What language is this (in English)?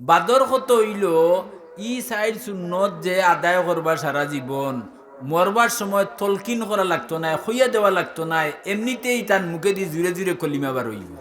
Sylheti